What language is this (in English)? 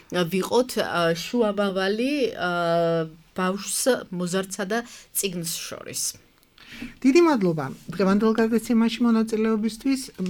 Georgian